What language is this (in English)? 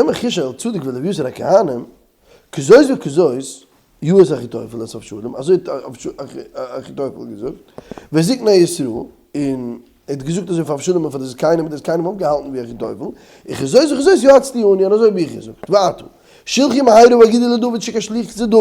Yiddish